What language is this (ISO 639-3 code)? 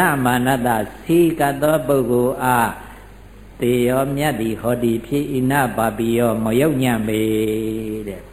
mya